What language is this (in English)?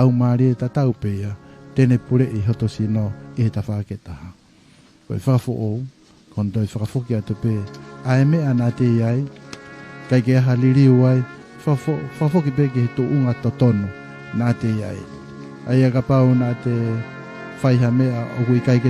Tongan